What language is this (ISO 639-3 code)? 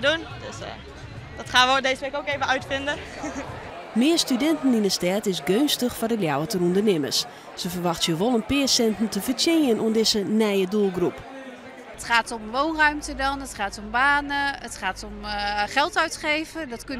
fry